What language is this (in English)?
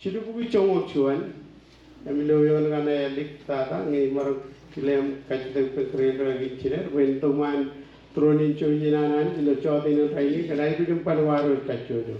Marshallese